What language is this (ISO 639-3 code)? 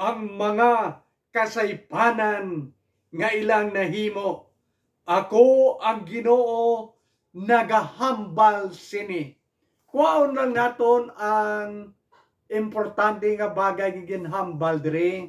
hil